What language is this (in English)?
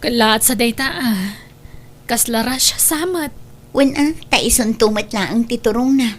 Iloko